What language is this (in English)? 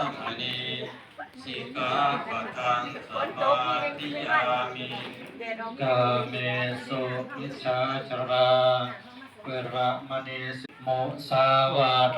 Pali